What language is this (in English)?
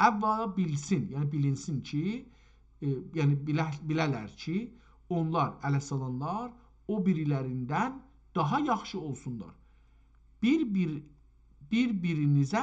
South Azerbaijani